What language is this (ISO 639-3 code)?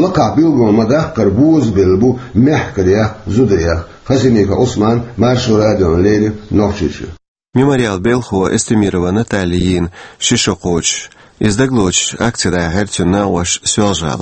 che